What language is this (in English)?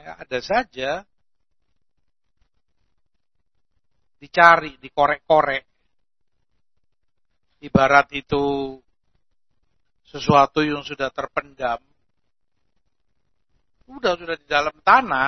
Indonesian